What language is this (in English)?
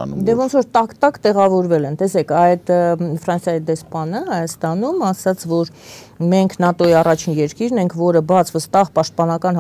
Armenian